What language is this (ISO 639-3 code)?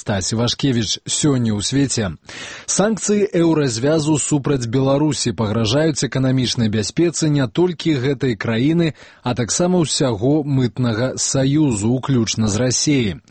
bel